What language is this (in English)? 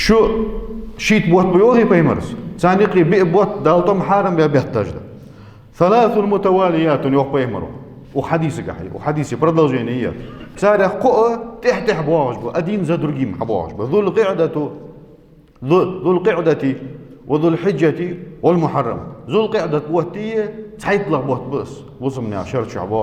Ingush